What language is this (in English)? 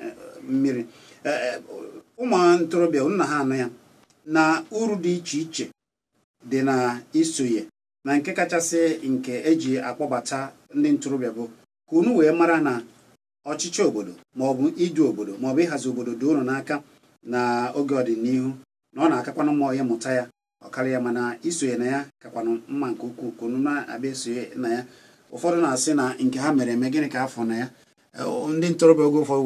Igbo